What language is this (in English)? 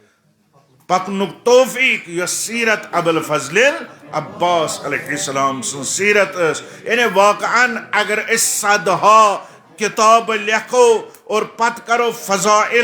Kashmiri